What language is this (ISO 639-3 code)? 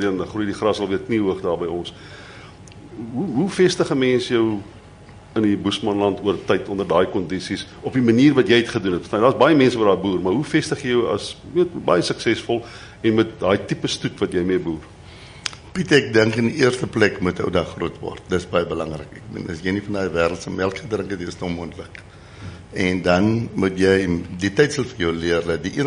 afr